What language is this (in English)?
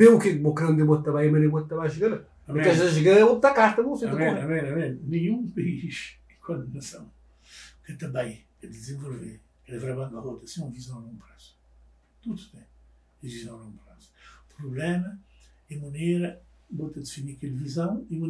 Kabuverdianu